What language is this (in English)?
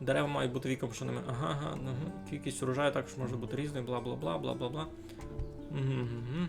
Rusyn